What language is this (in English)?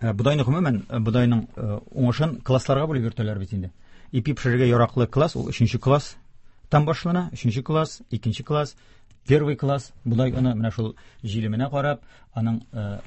Tatar